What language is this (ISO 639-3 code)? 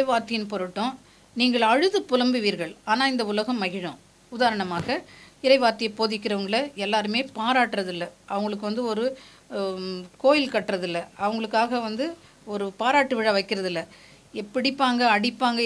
tam